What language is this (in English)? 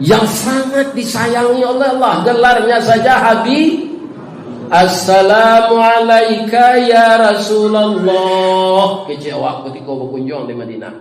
Minangkabau